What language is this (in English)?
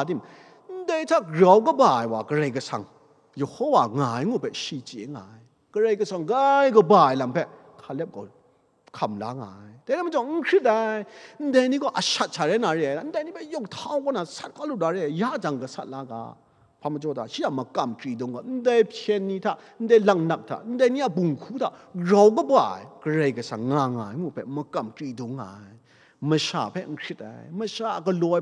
Kachin